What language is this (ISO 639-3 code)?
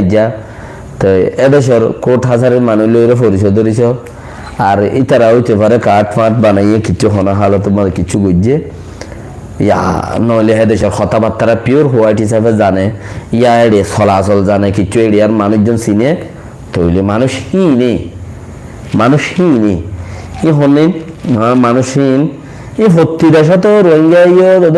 rhg